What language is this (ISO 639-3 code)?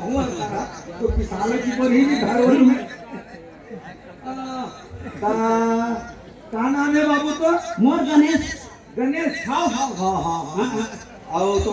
hne